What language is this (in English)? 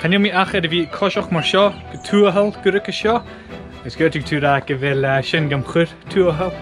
Scottish Gaelic